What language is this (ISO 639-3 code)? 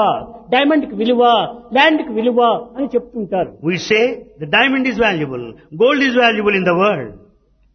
tel